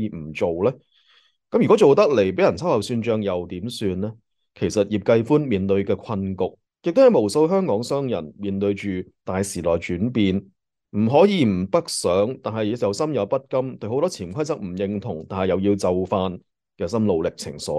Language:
Cantonese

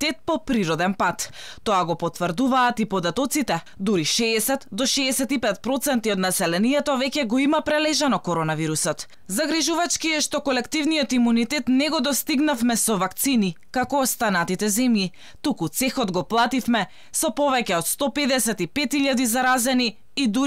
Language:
Macedonian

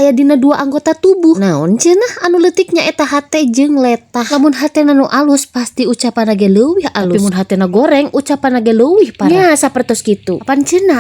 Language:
Sundanese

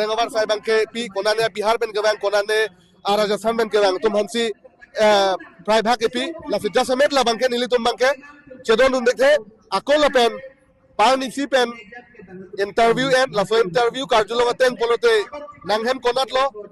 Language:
Karbi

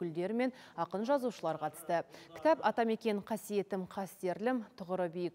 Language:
Kazakh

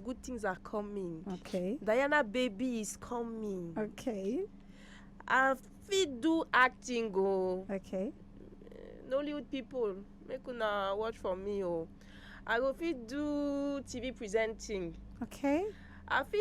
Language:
Nigerian Pidgin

